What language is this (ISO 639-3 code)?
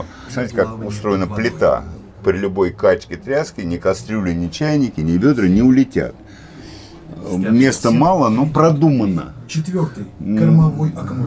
rus